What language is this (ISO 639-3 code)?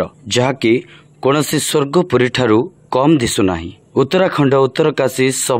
ori